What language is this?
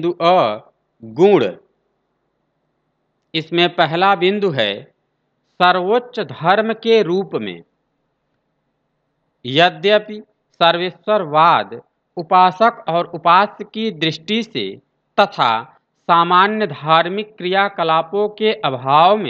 Hindi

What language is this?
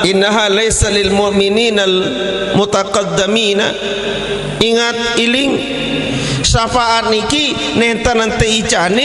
Sasak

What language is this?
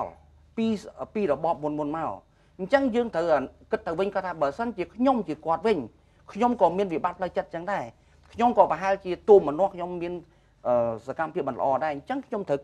Khmer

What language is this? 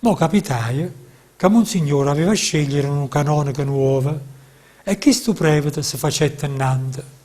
Neapolitan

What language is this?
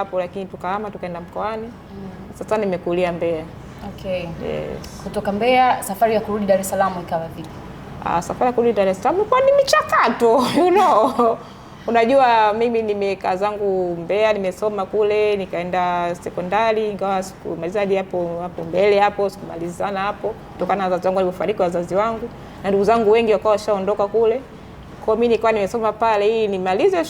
Swahili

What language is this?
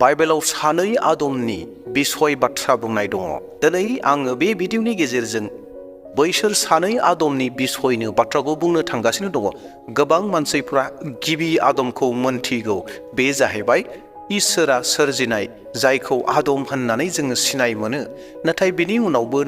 Bodo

